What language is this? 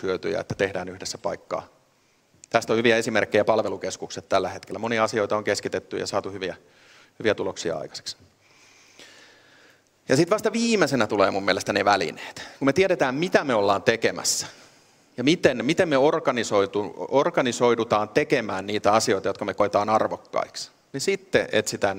Finnish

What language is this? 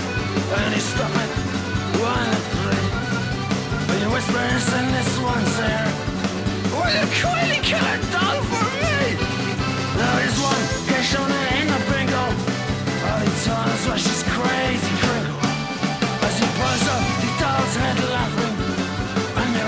Basque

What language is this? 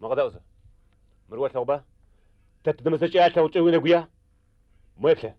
Adyghe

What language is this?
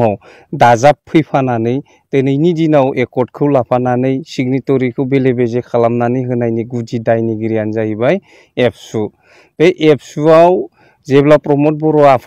Bodo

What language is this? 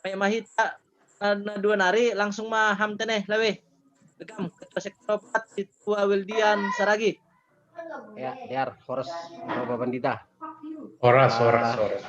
Batak Simalungun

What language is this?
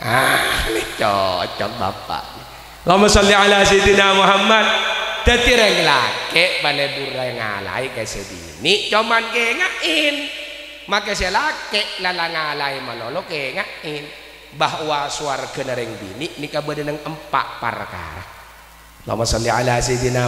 Madurese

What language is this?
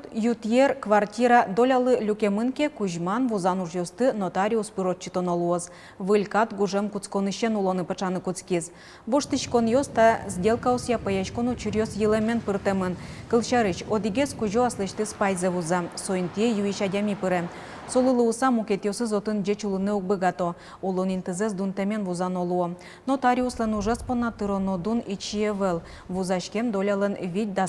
Udmurt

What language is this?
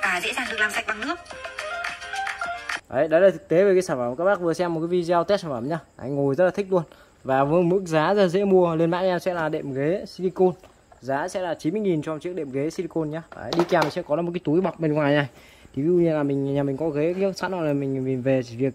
Vietnamese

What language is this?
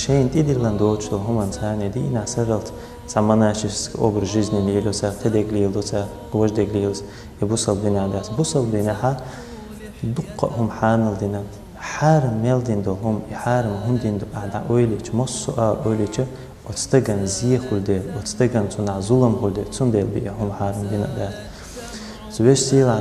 Chechen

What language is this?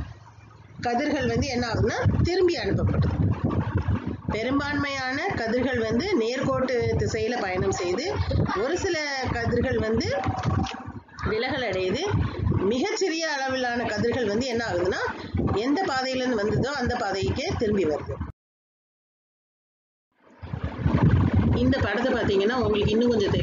Tamil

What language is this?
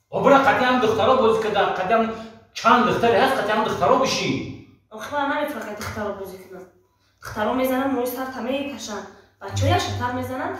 Tajik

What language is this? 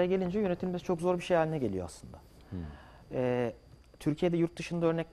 Turkish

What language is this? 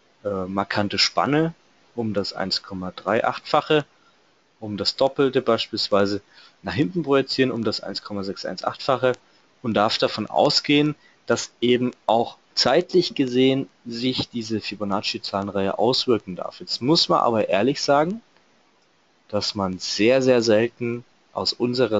German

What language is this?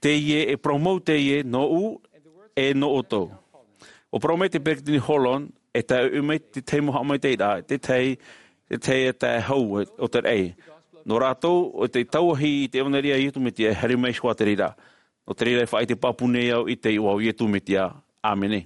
Tahitian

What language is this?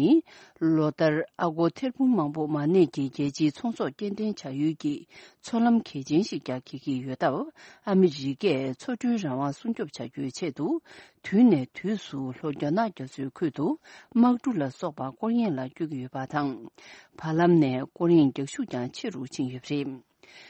Tibetan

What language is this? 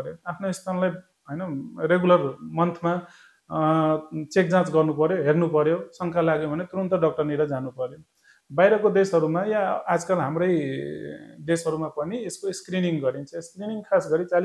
Nepali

